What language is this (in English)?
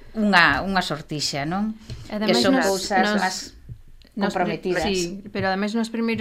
Galician